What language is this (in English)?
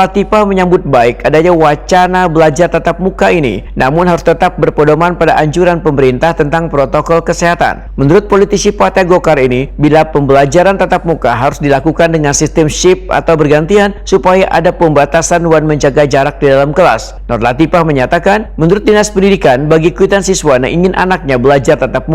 Banjar